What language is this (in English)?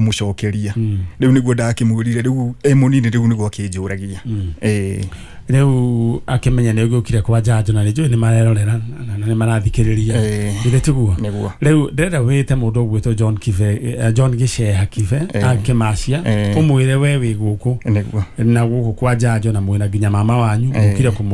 Kikuyu